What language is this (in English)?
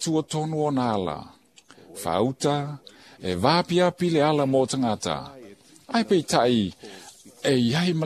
Samoan